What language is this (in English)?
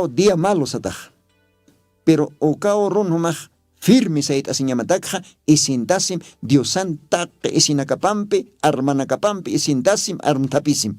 Aymara